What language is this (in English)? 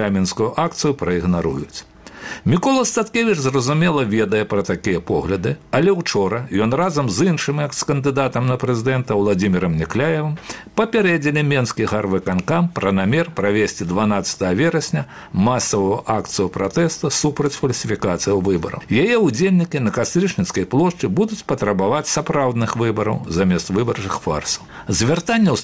Belarusian